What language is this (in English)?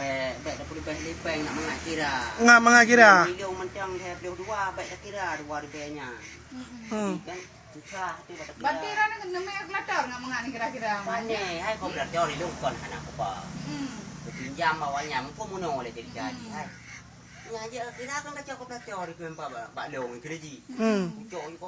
Achinese